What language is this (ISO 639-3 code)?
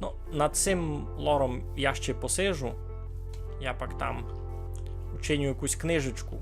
rue